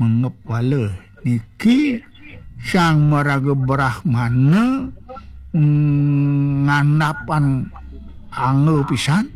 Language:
Balinese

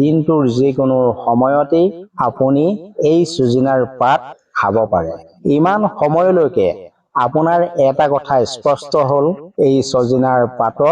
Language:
Assamese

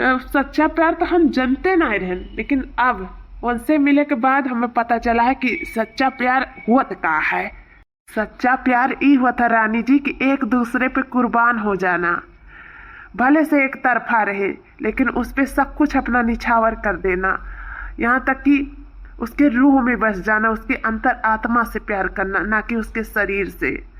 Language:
Awadhi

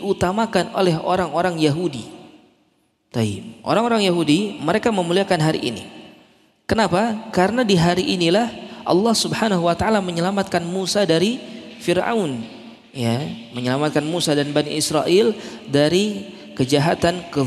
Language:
Indonesian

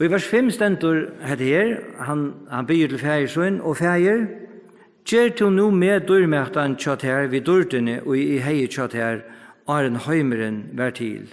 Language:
Faroese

